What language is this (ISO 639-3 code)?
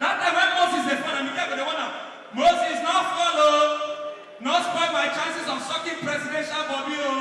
pcm